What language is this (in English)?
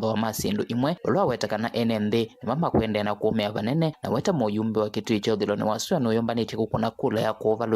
Kamba